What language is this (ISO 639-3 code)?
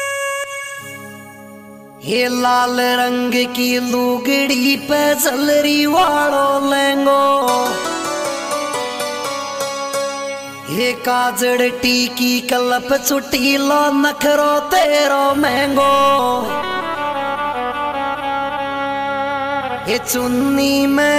hin